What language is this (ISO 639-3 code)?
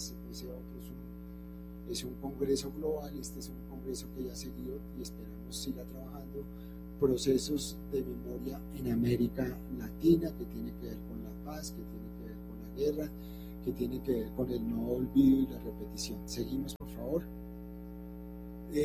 spa